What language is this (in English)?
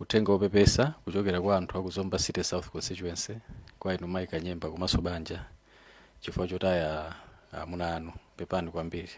Nyanja